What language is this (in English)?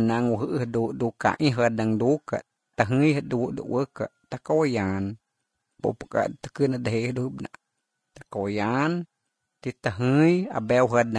Slovenian